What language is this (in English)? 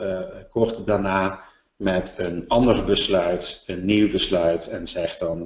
Dutch